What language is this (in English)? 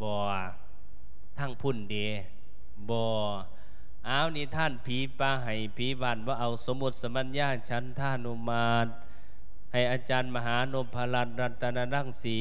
Lao